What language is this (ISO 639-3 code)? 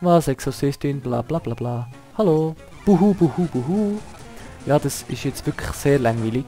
gsw